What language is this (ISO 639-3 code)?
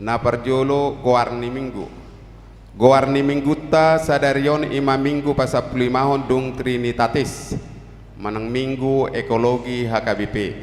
bbc